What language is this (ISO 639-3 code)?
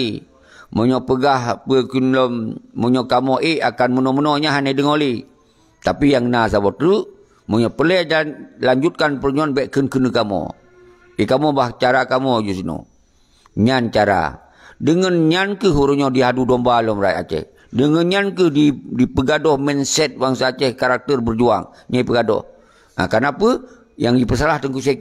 ace